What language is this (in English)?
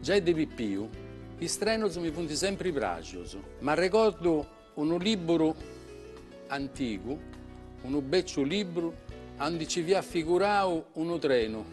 Sardinian